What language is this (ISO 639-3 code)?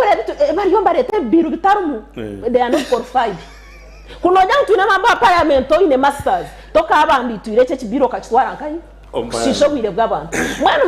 nyn